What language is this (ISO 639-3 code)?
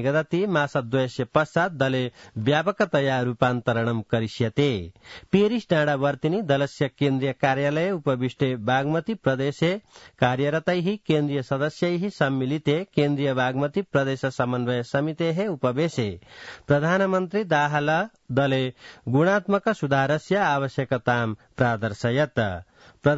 san